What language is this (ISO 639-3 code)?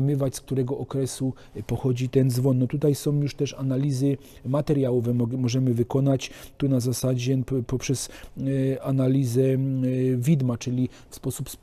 pol